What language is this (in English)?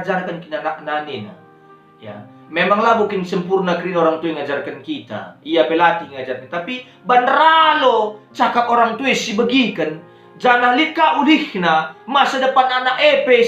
Batak Karo